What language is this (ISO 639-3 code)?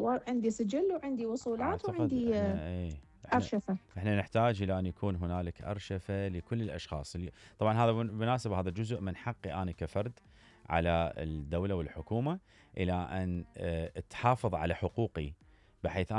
acm